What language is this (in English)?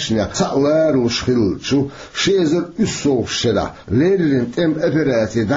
Chechen